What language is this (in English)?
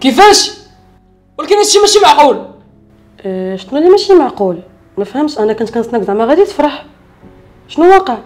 Moroccan Arabic